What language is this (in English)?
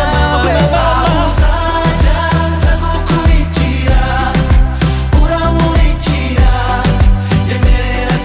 Kinyarwanda